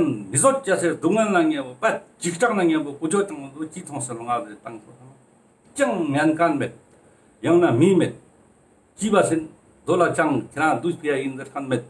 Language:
Ladakhi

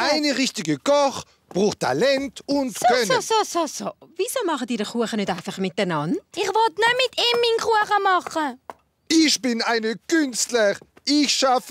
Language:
Swiss German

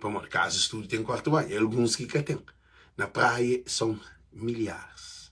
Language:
Kabuverdianu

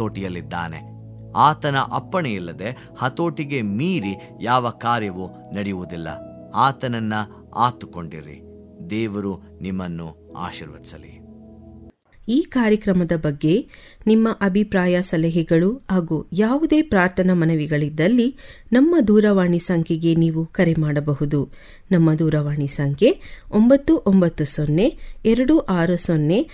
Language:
Kannada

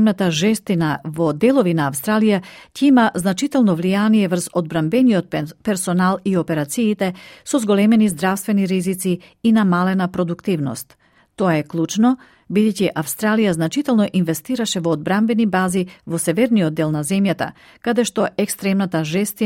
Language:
Macedonian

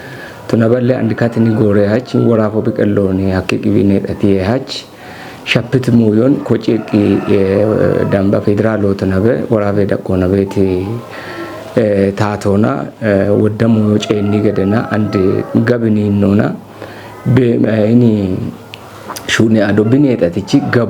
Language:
Kafa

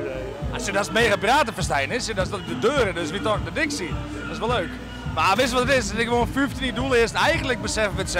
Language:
Western Frisian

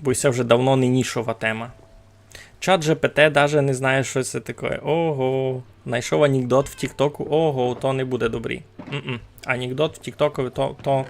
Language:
Rusyn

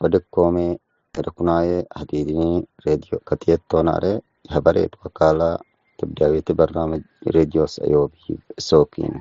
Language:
Tigre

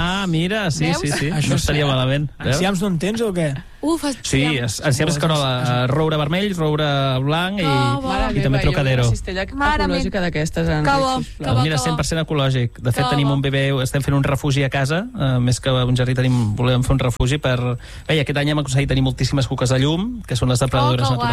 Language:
Catalan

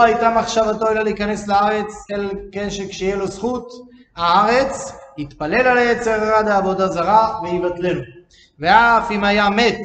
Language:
Hebrew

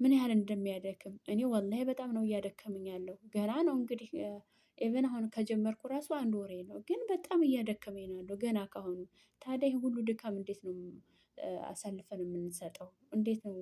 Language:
Amharic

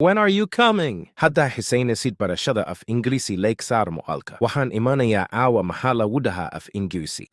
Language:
Somali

